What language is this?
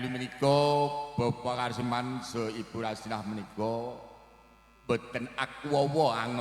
Javanese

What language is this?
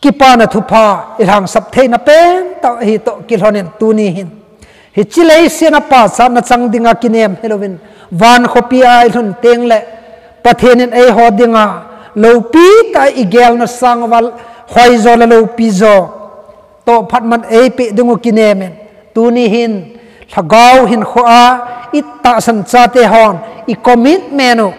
Thado Chin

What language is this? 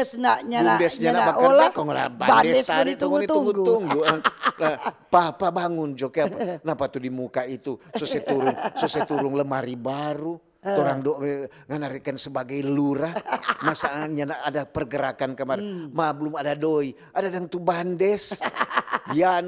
Manado Malay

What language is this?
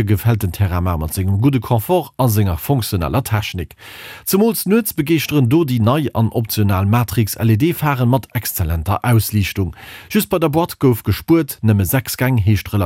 Luxembourgish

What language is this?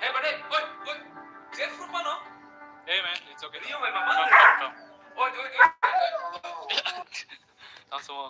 Kok Borok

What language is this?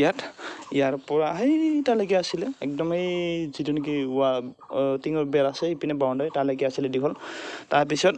Assamese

